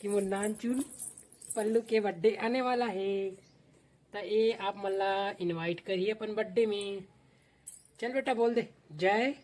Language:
Chhattisgarhi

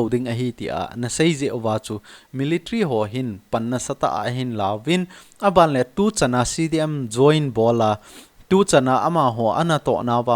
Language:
Thado Chin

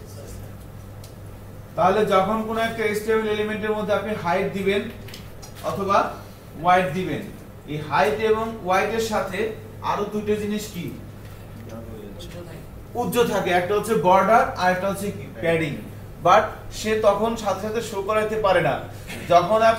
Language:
Bangla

